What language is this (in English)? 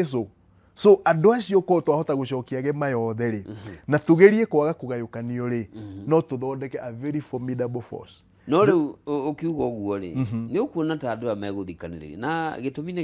Kikuyu